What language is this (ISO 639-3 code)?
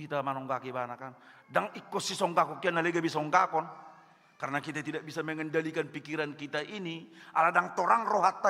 bbc